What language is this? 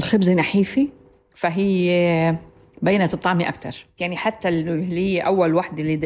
North Levantine Arabic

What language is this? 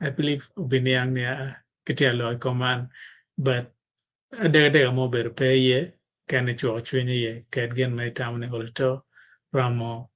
Acoli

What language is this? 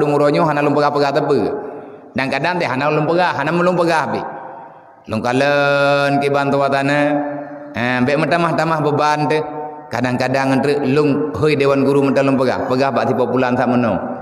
Achinese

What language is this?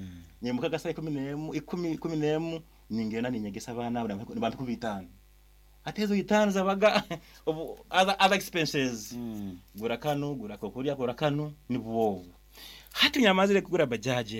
Nyankole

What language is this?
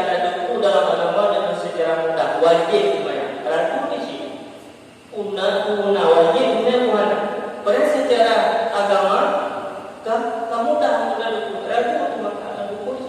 Achinese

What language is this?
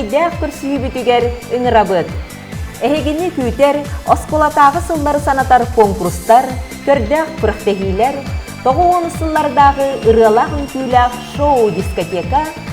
Yakut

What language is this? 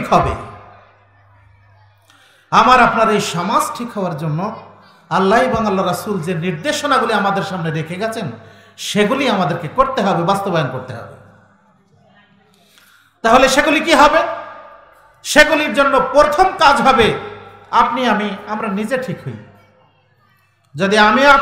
Bangla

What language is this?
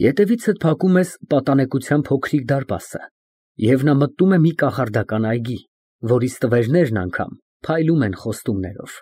Armenian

